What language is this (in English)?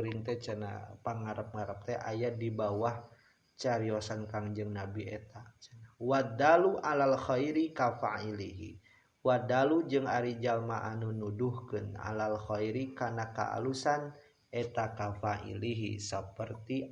Sundanese